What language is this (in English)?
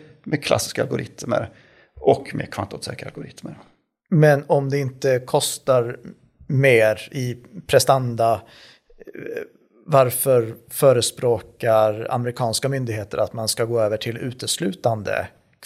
Swedish